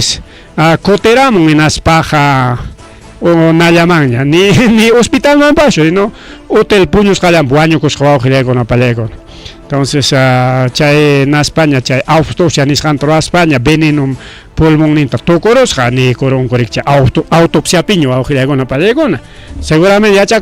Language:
Ayacucho Quechua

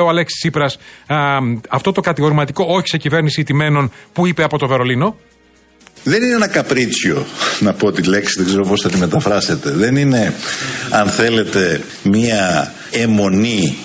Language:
Greek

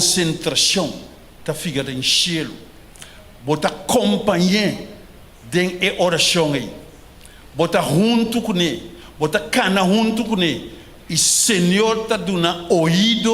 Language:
Papiamento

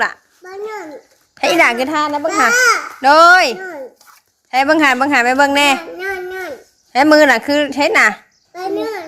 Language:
Northeastern Thai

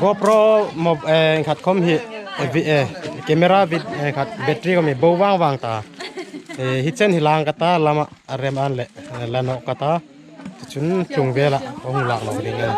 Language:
Hmar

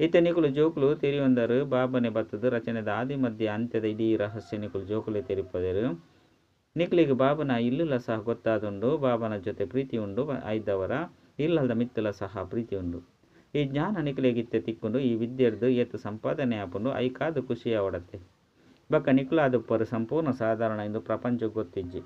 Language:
Tulu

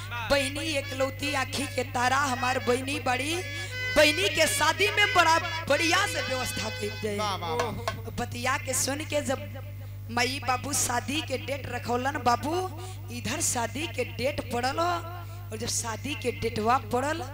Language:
Bhojpuri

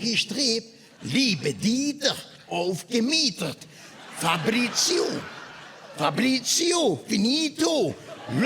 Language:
Limburgish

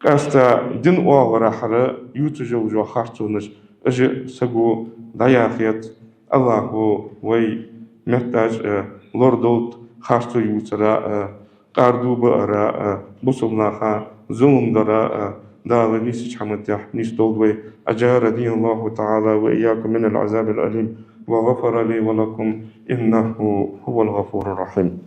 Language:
Ingush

